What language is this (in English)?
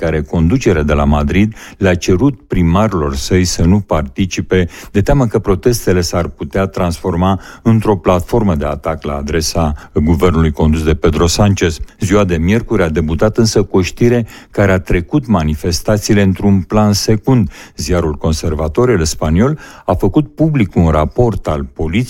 Romanian